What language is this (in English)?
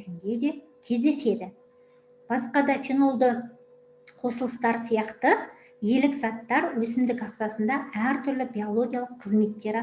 Kazakh